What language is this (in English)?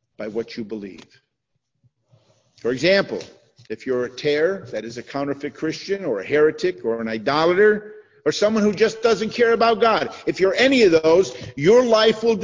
English